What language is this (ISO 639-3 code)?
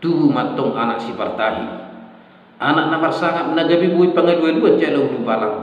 bbc